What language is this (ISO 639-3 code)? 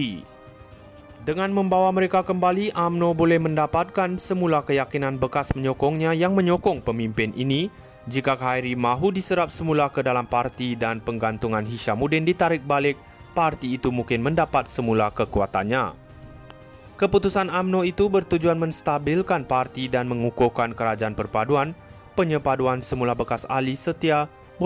msa